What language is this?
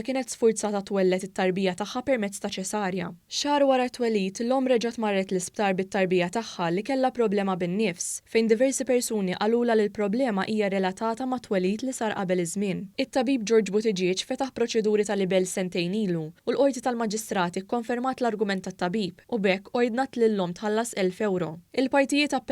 Maltese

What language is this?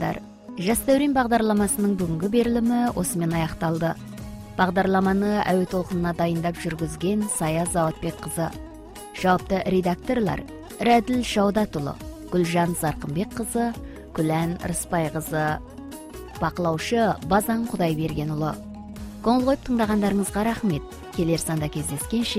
Kazakh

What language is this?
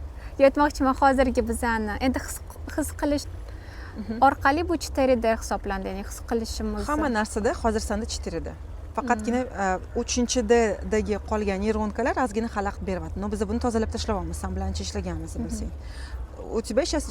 Uzbek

